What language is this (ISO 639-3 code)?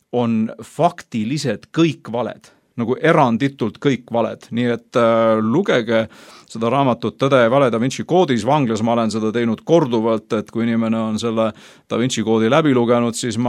est